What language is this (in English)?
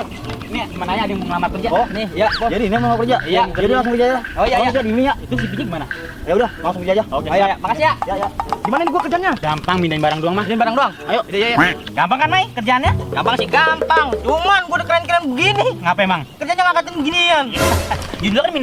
Betawi